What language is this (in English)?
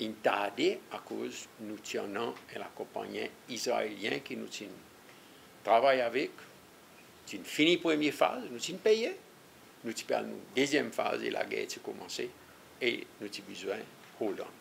Seselwa Creole French